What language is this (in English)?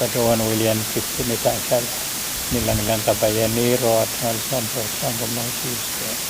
Pohnpeian